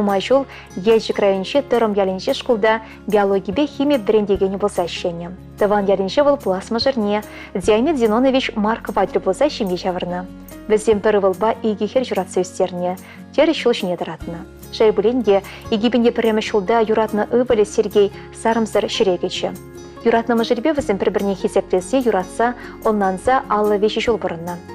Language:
Chuvash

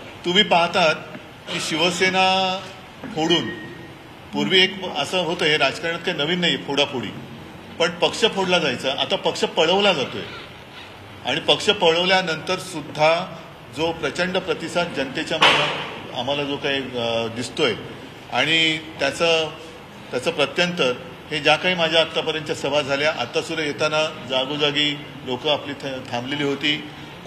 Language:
Marathi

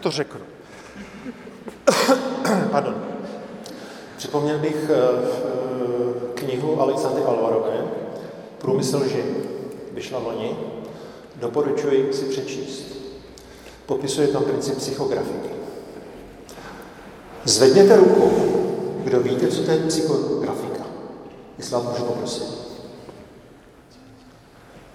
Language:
Czech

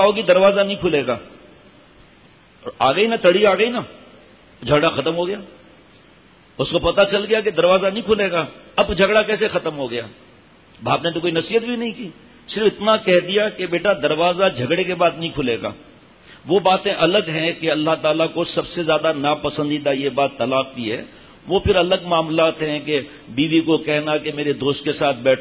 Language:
Urdu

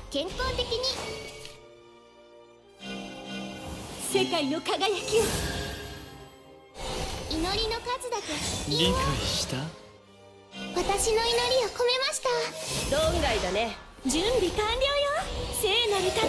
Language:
Japanese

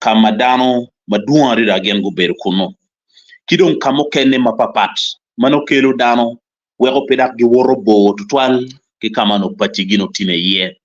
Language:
Acoli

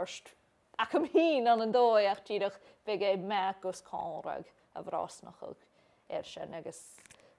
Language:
Scottish Gaelic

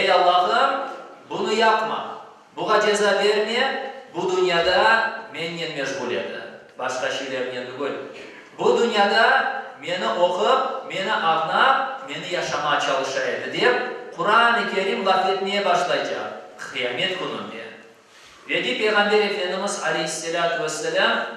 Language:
Crimean Tatar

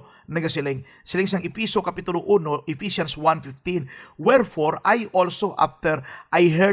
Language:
Hiligaynon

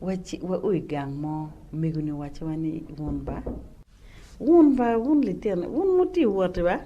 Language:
Acoli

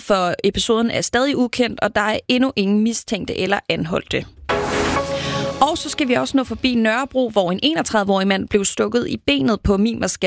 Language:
Danish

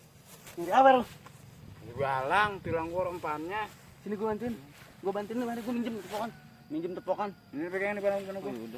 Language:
Betawi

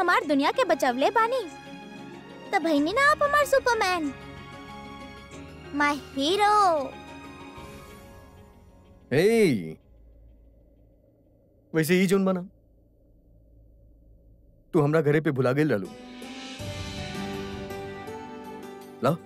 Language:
Bhojpuri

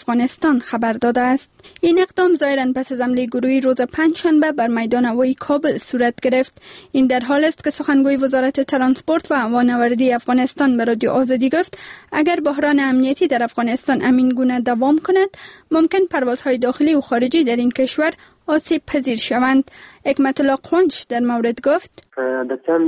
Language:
Persian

